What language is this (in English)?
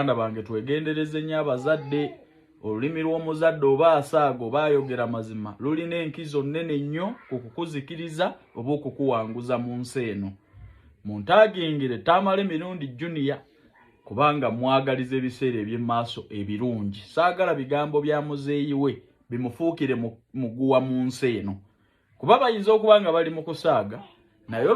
Ganda